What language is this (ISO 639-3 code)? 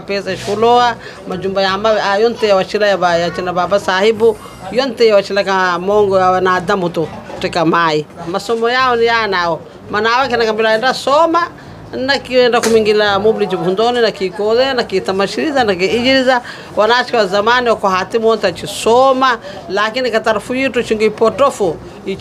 swa